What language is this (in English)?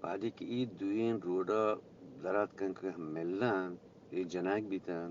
Eastern Balochi